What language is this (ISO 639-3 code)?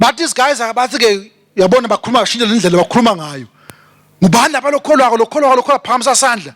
ssw